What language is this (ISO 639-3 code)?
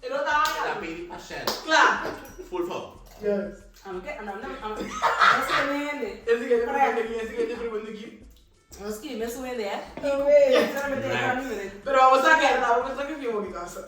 pap